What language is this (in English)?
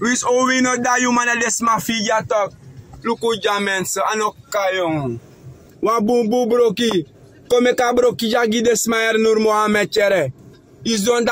Sranan Tongo